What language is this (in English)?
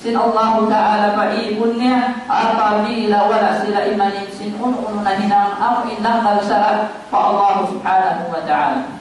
Tausug